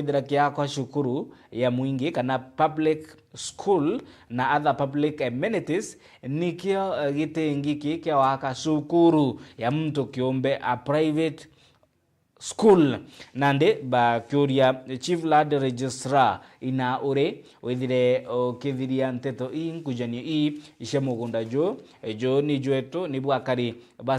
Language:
Meru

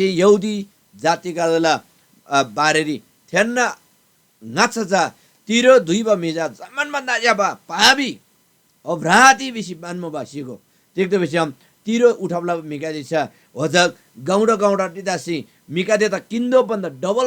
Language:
Eastern Tamang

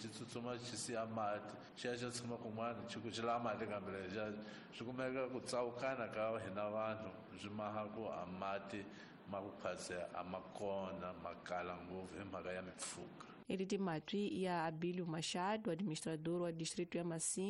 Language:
Tsonga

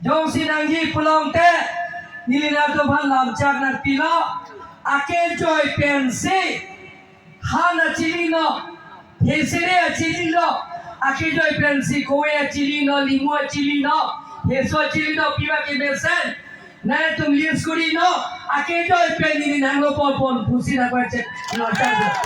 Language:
Karbi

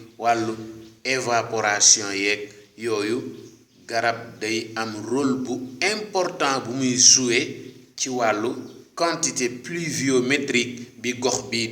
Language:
Wolof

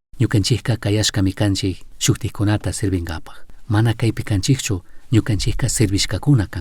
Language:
Chimborazo Highland Quichua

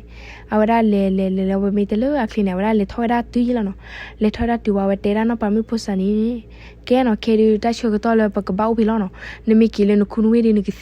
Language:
S'gaw Karen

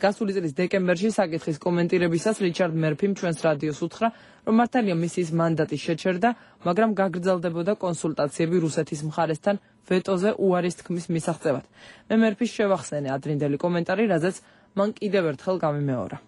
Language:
Georgian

